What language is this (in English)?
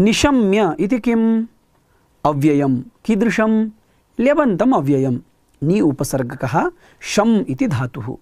Sanskrit